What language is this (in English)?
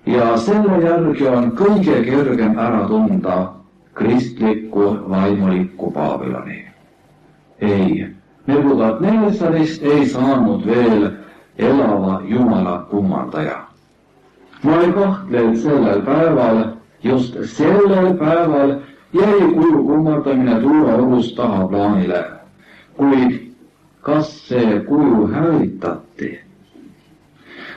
Estonian